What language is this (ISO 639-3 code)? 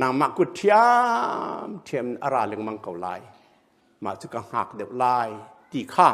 cnh